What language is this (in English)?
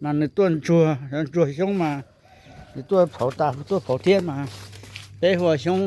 Hmong